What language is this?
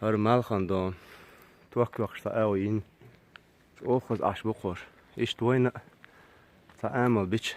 Chechen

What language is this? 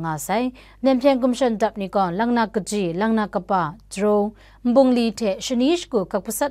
Kachin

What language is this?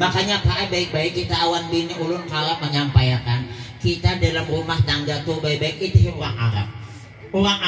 Banjar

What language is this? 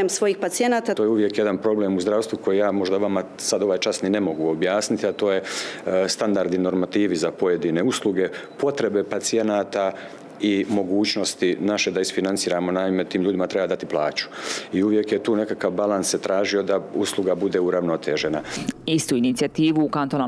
Bosnian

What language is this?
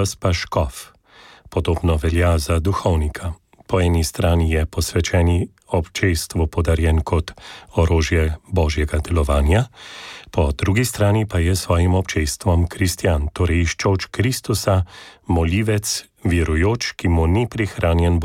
Slovenian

